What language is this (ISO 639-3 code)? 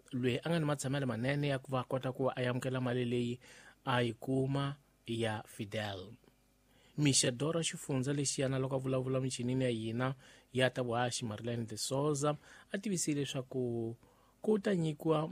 tso